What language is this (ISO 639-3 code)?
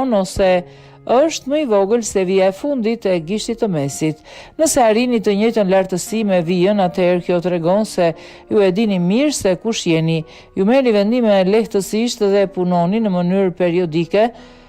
sqi